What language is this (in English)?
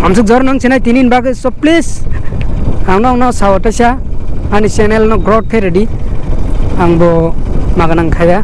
Kok Borok